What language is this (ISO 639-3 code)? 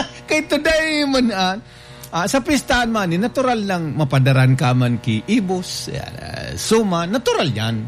bik